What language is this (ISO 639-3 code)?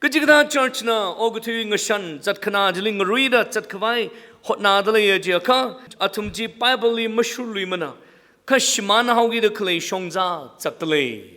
nmf